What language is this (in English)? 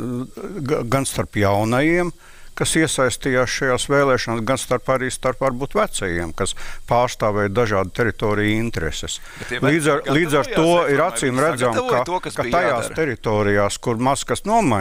Latvian